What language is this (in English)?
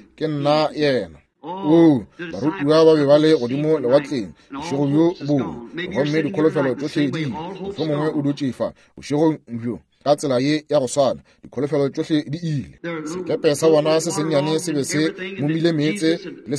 Northern Sotho